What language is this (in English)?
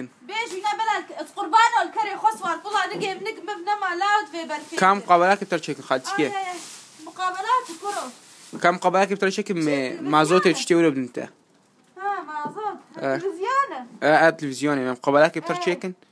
Kurdish